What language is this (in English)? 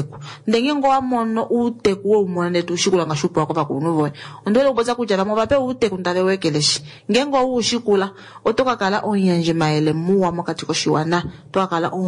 Kuanyama